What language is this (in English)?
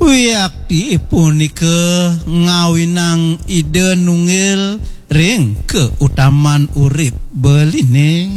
Balinese